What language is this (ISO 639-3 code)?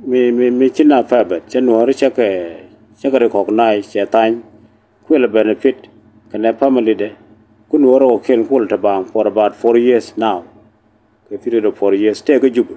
nus